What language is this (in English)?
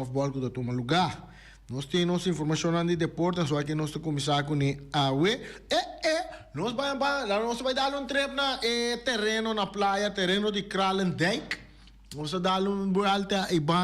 Papiamento